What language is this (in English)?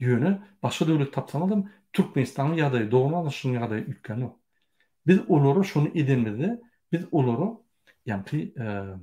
Turkmen